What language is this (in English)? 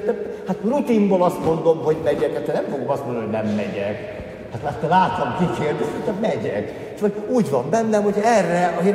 Hungarian